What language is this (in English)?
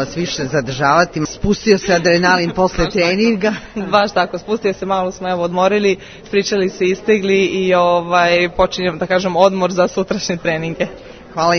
Serbian